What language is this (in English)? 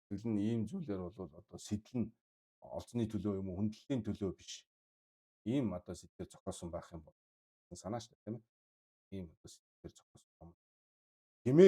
Mongolian